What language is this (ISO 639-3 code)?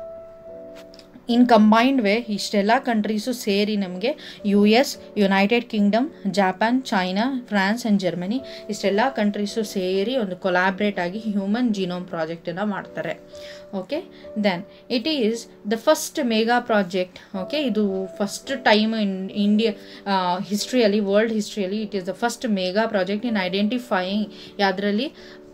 kan